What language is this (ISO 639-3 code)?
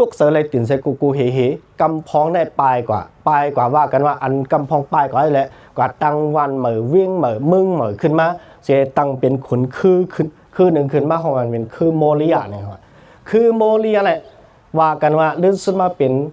shn